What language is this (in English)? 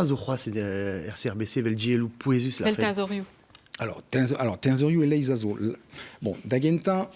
Breton